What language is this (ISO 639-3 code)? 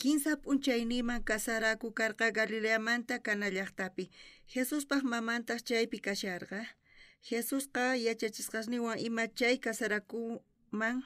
quh